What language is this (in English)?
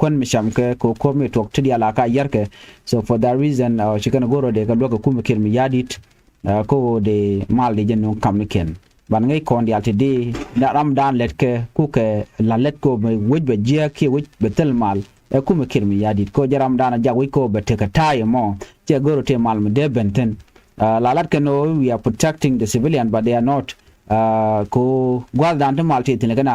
Nuer